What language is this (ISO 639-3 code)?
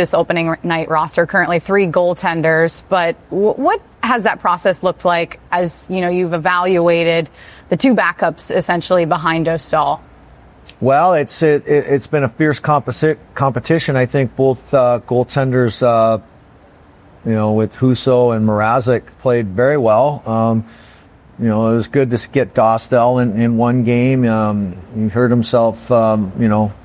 eng